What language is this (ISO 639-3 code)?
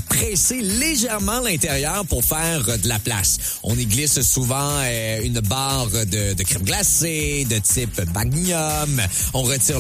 fra